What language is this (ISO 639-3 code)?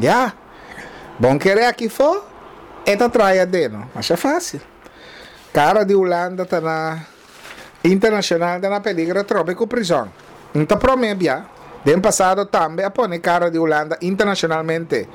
pap